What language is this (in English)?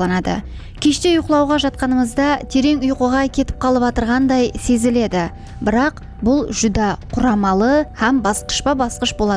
Kara-Kalpak